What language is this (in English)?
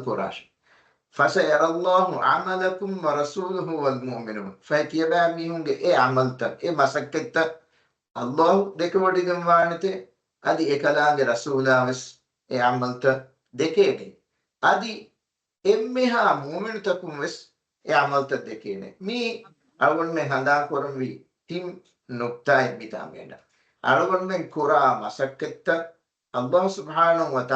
Divehi